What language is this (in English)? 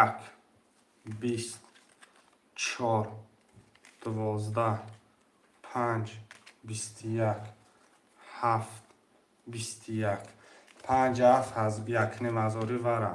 Tajik